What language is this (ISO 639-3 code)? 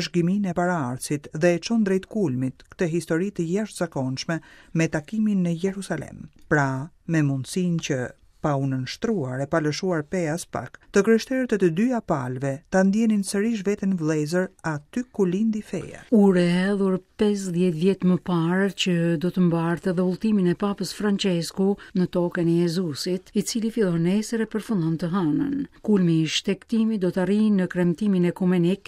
sqi